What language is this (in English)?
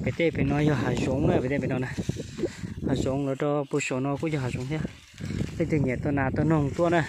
Hmong